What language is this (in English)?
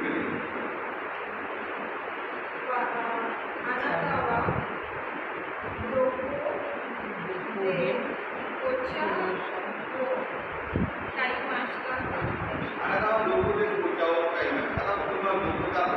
Marathi